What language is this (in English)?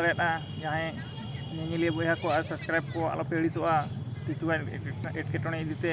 Santali